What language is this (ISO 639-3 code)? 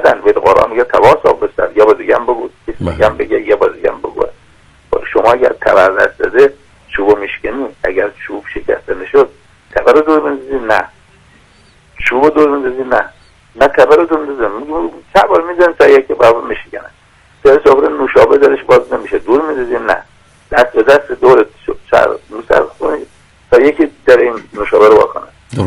fas